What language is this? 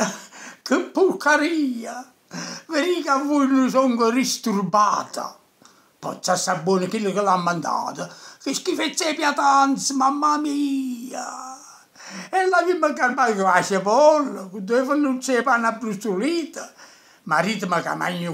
Neapolitan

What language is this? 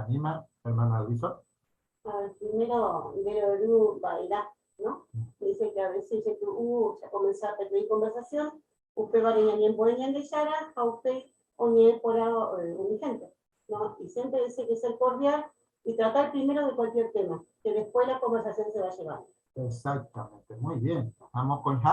Guarani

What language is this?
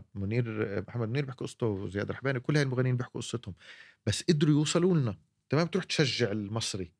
North Levantine Arabic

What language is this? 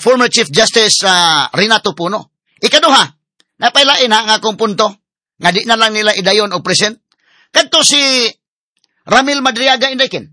Cebuano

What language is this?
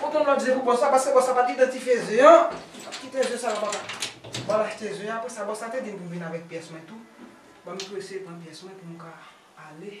Haitian Creole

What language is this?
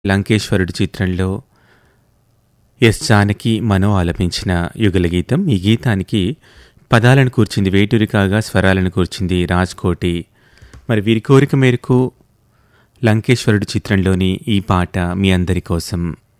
Telugu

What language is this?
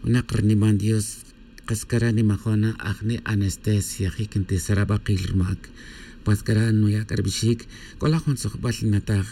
Tz'utujil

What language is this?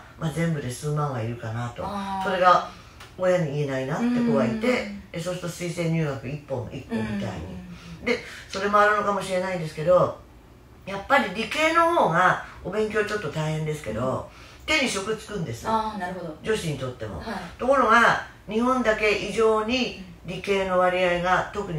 Japanese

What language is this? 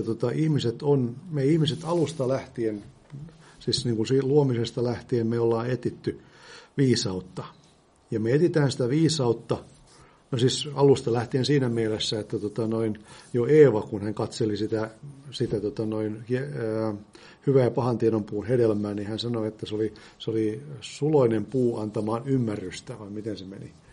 Finnish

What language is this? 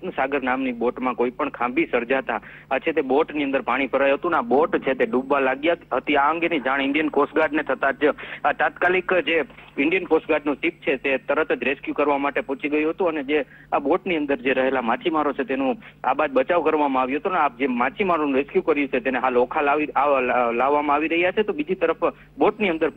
Gujarati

